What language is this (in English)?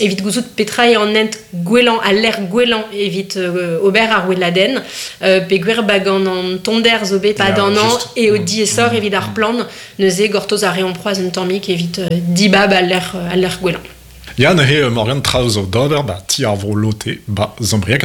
Breton